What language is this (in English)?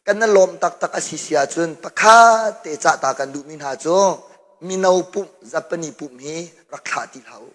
Hakha Chin